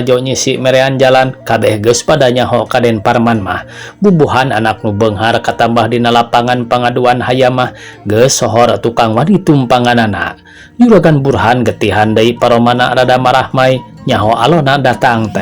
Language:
Sundanese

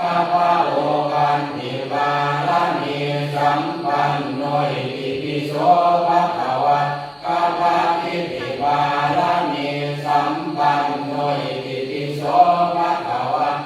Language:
Pali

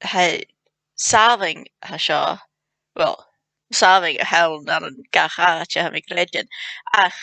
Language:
Scottish Gaelic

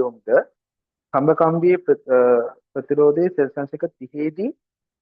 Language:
Sinhala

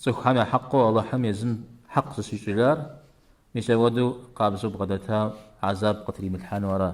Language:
Kabardian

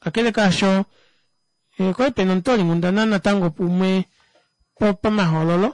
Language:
Kuanyama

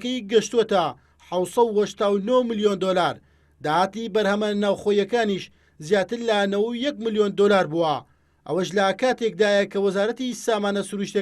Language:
Central Kurdish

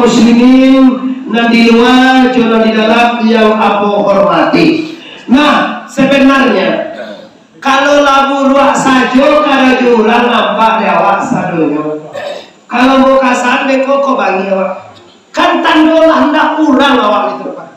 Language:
Minangkabau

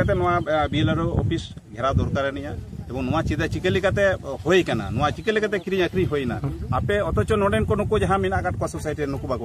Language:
Santali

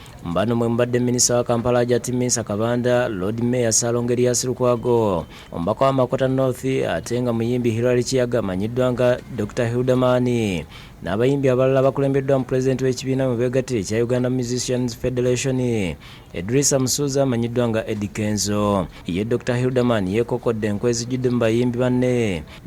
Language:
Ganda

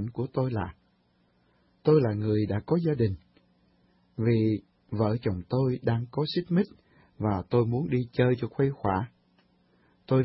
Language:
Vietnamese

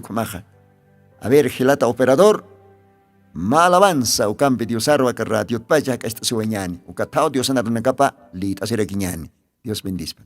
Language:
Aymara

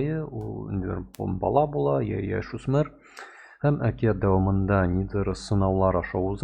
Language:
Tatar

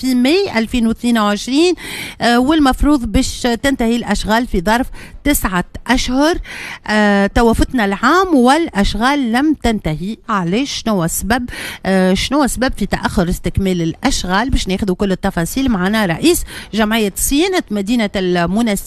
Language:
Tunisian Arabic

